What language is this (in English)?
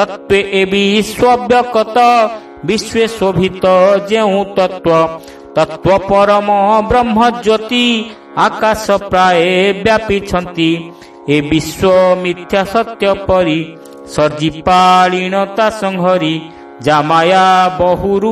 Odia